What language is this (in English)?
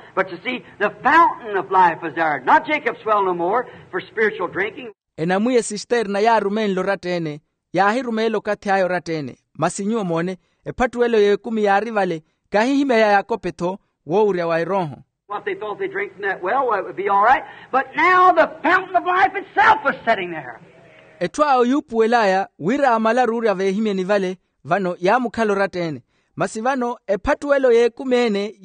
Makhuwa